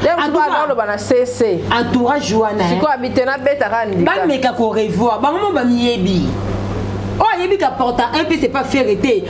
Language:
Lingala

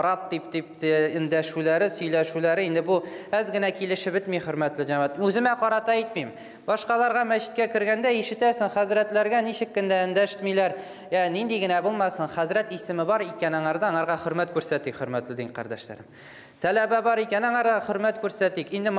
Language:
Tatar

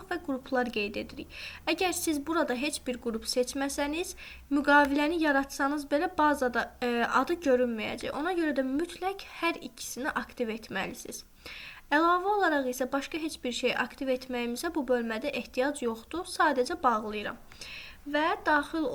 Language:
Azerbaijani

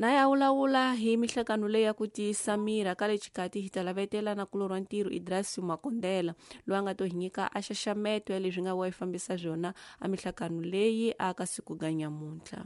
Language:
Tsonga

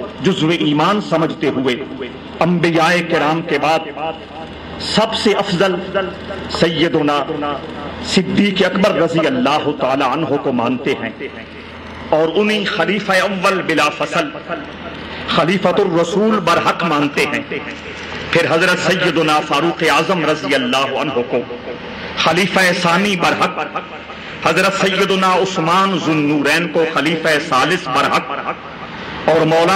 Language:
Urdu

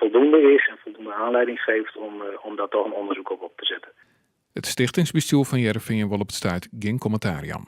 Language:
Western Frisian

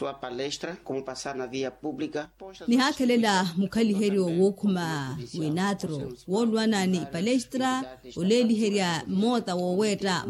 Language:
Makhuwa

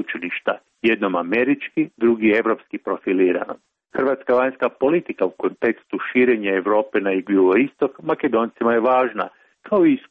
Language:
Croatian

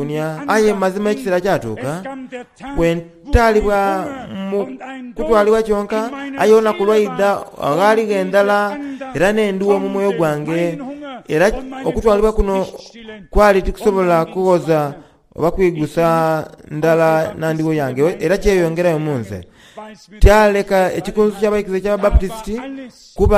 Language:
Soga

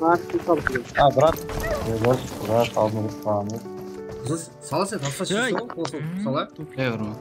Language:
Kara-Kalpak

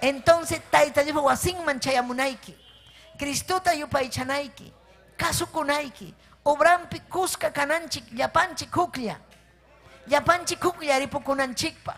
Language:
Ayacucho Quechua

